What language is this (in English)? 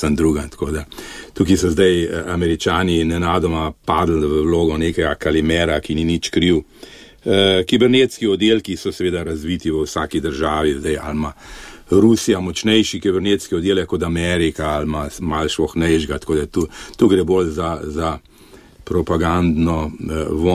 Slovenian